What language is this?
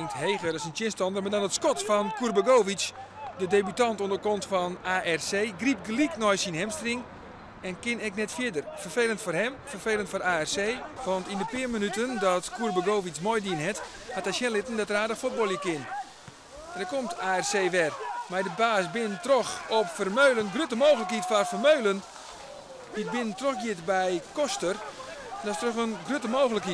Western Frisian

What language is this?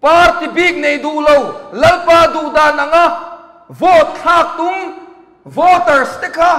Mizo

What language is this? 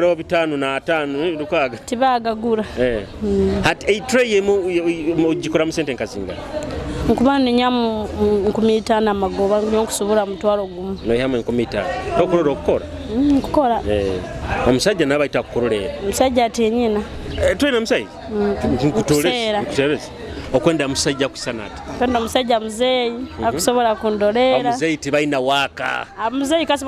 Nyoro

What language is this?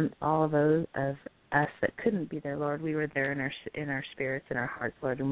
English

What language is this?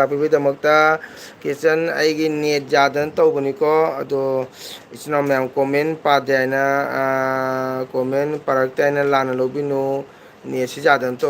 Manipuri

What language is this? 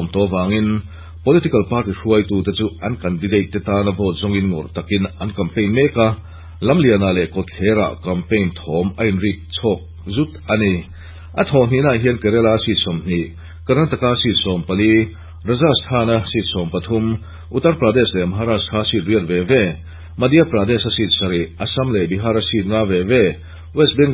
Mizo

